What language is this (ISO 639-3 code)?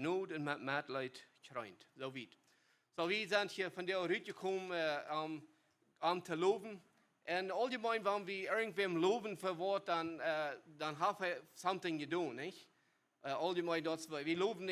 pdt